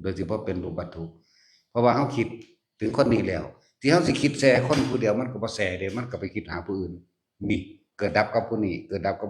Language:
Northeastern Thai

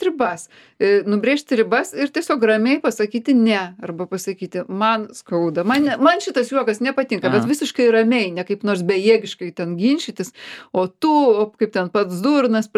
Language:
Lithuanian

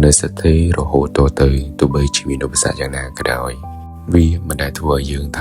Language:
Khmer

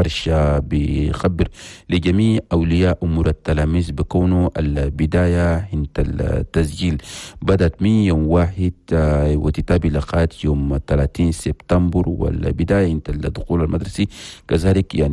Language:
Chadian Arabic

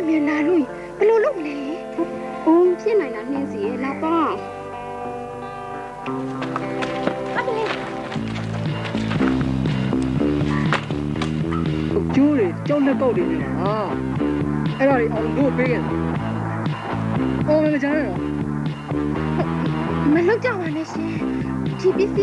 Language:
Burmese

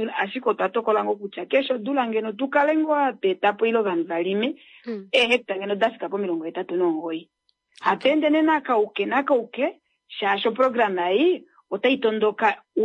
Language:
Kuanyama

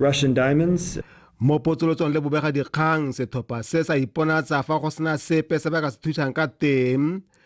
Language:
Tswana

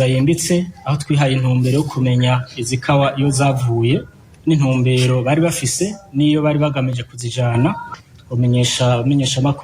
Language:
Rundi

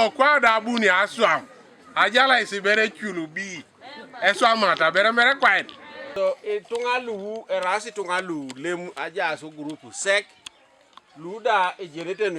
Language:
Teso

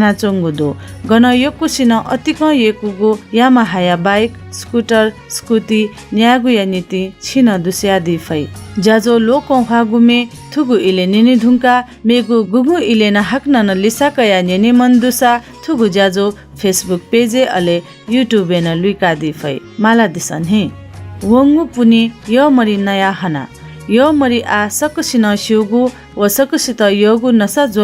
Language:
Newari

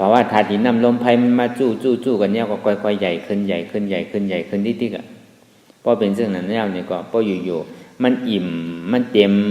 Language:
Shan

